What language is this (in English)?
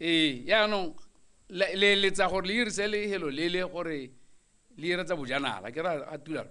Tswana